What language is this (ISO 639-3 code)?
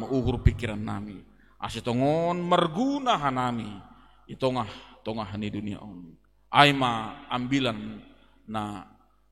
bts